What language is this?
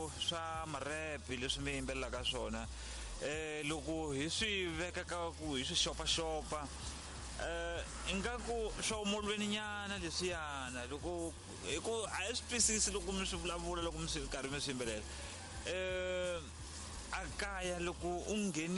Tsonga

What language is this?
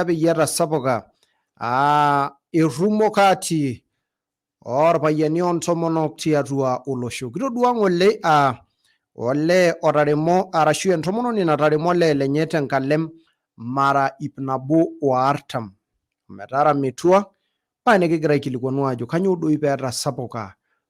Masai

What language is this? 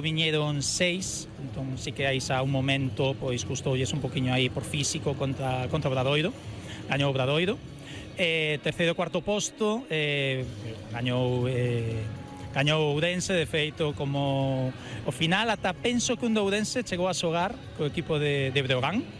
Galician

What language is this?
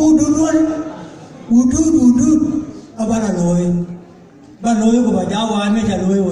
Dinka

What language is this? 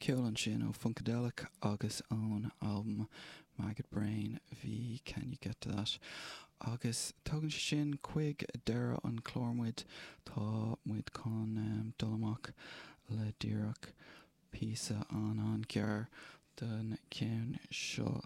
Irish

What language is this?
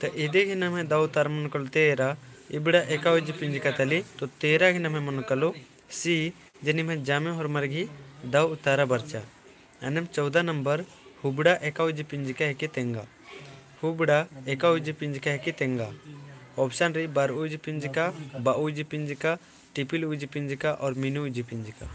Kurukh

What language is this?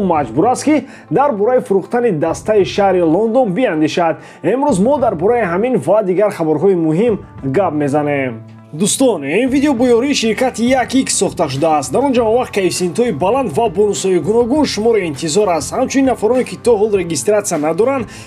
Tajik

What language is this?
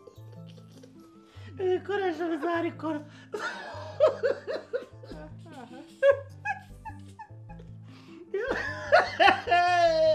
Kinyarwanda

